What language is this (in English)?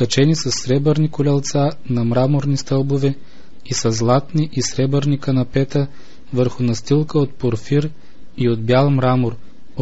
Bulgarian